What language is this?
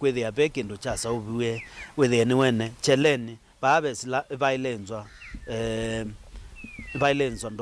Kamba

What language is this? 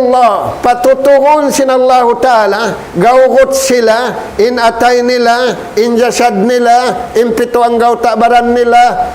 Tausug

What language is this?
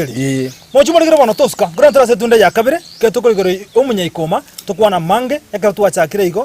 Gusii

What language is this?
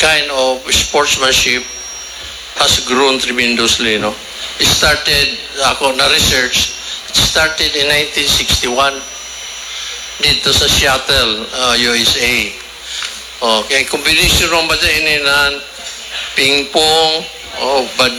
Filipino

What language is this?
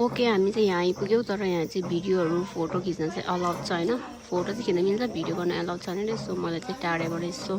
Nepali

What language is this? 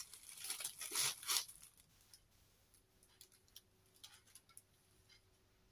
Swedish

